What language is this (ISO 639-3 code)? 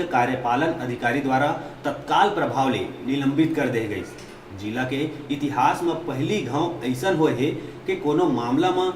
hne